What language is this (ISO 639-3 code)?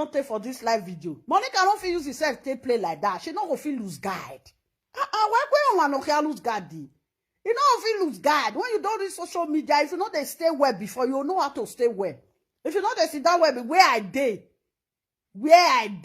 pcm